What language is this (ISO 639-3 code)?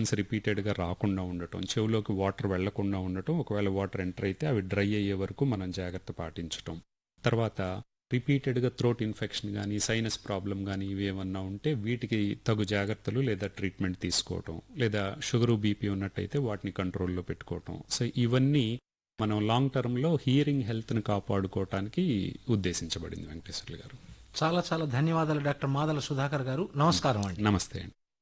tel